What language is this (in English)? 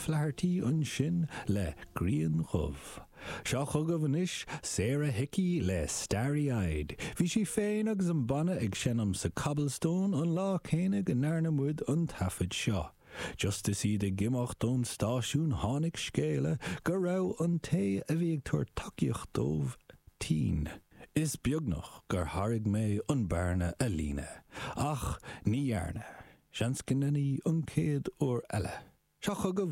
Irish